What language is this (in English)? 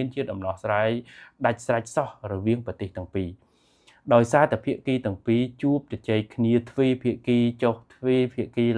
Khmer